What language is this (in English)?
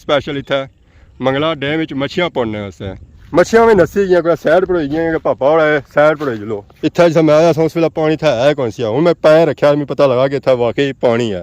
Pahari-Potwari